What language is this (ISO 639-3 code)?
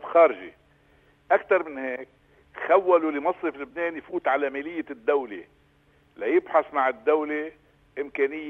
apc